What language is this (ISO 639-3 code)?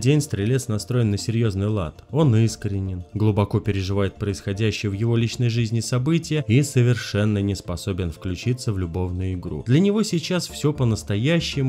rus